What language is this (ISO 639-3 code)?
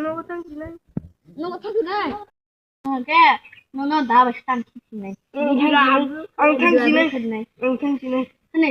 trp